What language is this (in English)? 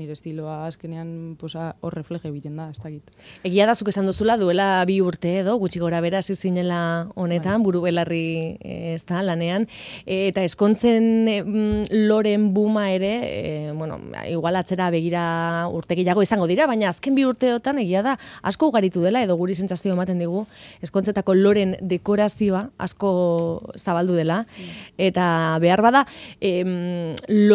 Basque